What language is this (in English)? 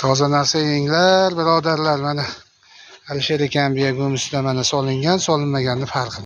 Uzbek